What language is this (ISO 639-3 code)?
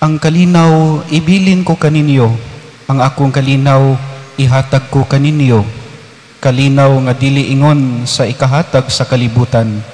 ceb